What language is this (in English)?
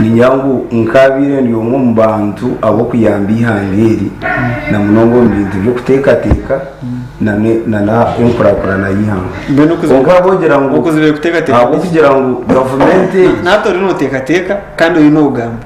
Nyankole